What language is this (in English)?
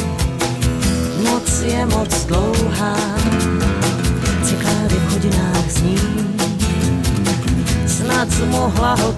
Czech